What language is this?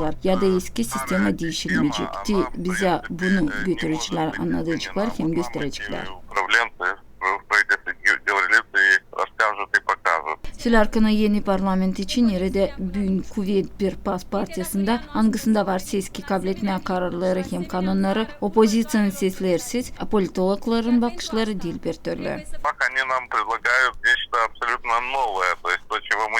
Gagauz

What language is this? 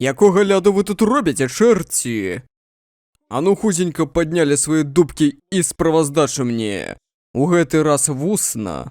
Belarusian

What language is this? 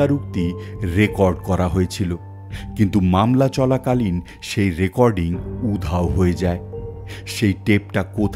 Bangla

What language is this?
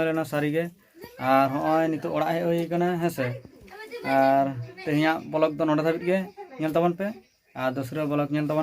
Santali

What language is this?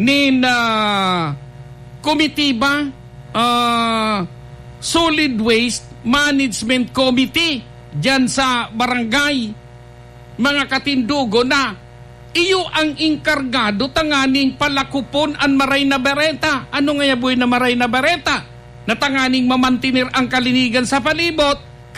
Bikol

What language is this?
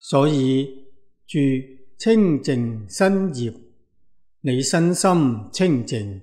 Cantonese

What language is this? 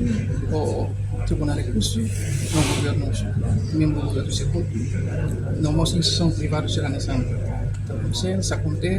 Tetum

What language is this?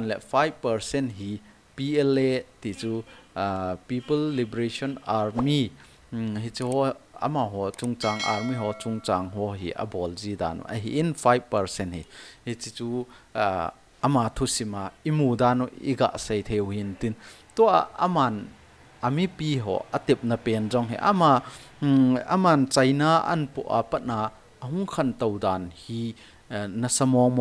Thado Chin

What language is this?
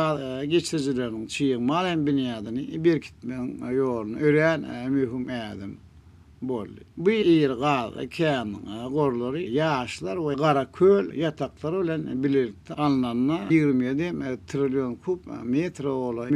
Turkmen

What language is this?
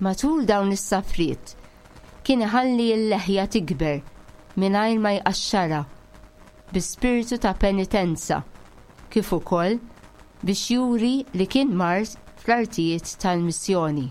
Maltese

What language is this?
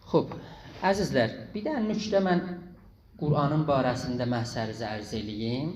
South Azerbaijani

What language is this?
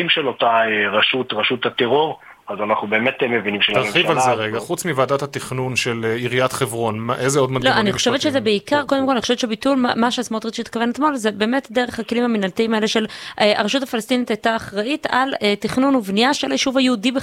Hebrew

